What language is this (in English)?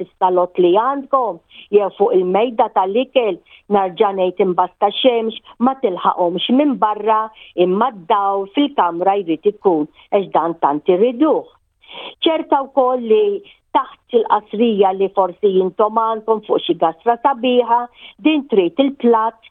Maltese